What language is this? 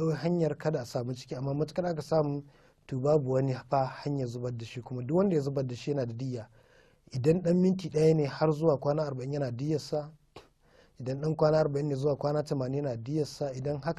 Hausa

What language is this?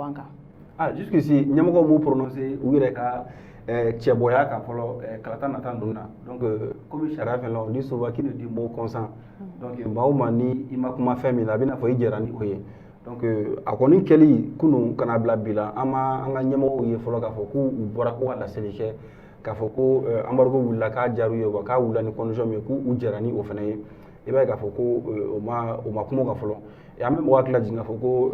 Bambara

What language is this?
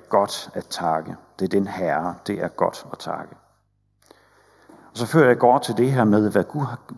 Danish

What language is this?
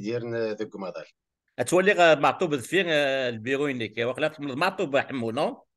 Kabyle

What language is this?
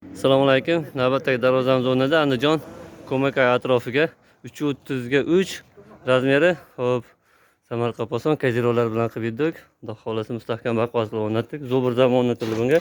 Uzbek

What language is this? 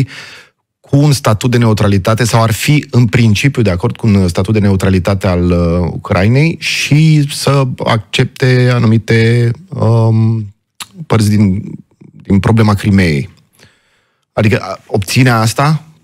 Romanian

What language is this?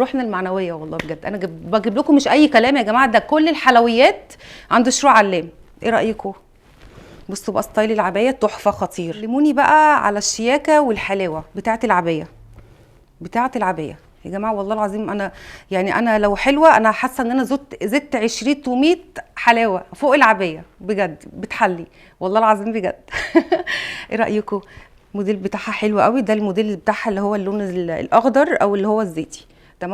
Egyptian Arabic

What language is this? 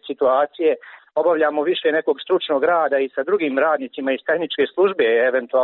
Serbian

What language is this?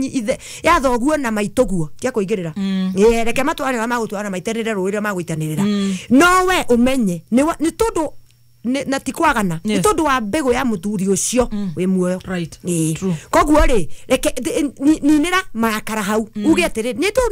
Kikuyu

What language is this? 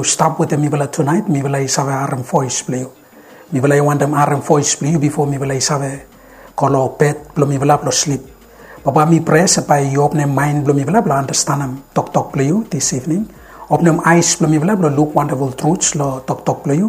Bislama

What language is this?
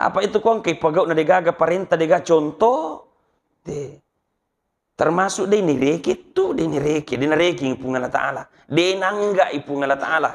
Buginese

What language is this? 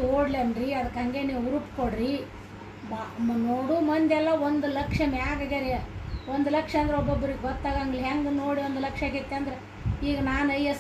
Kannada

